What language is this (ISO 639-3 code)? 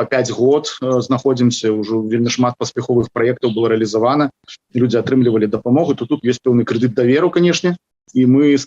bel